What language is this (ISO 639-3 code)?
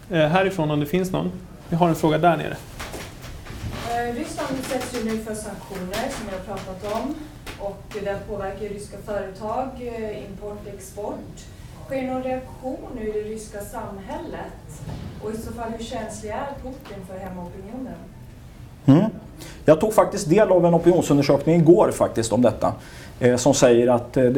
swe